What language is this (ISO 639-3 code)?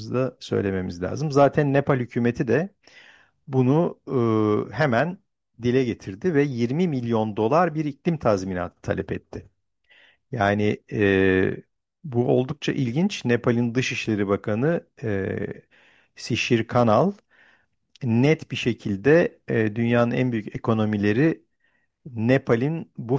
tur